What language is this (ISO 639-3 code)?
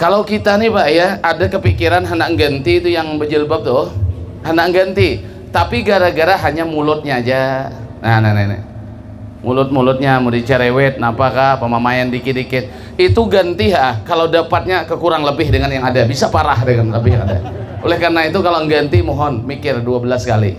bjn